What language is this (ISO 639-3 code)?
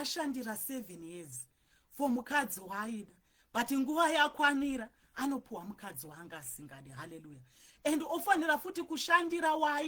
sna